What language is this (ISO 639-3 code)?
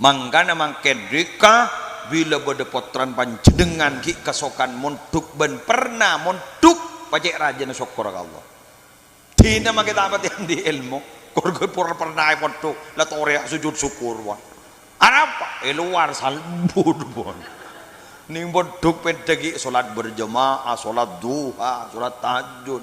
mad